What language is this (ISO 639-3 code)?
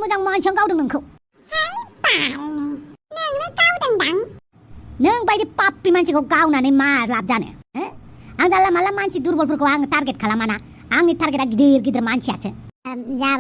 brx